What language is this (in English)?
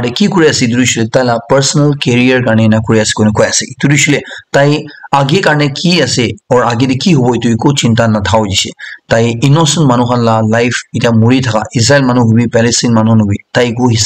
Naga Pidgin